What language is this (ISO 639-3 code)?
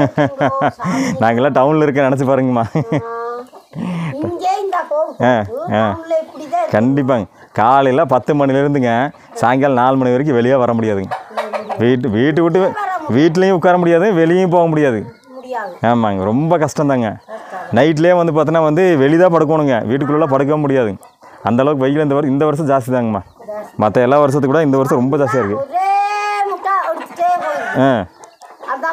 tam